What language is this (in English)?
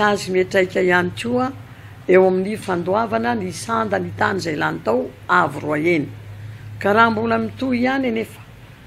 Malagasy